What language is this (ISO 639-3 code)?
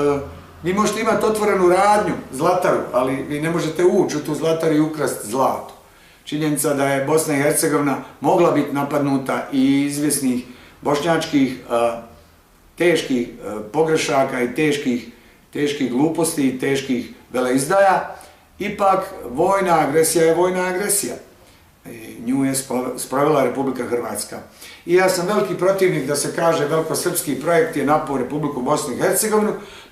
bos